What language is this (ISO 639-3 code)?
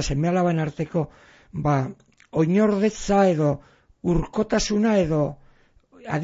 eus